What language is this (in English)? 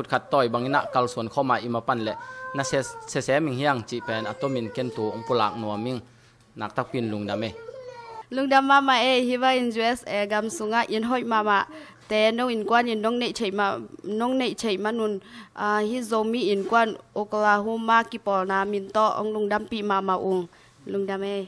Tedim Chin